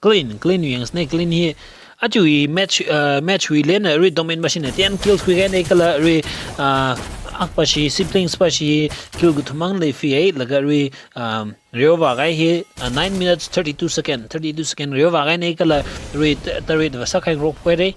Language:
Tangkhul Naga (India)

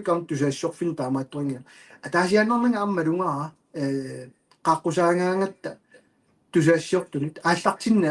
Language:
Kalaallisut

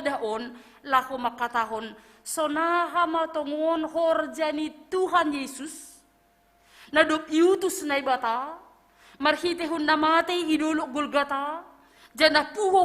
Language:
Batak Simalungun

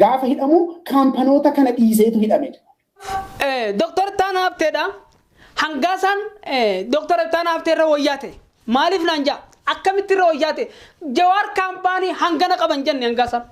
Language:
Oromo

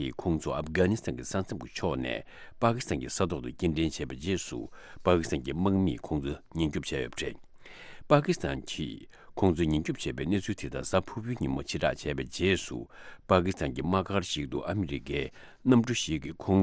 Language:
Tibetan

